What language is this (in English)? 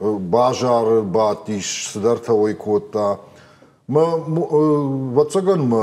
Ossetic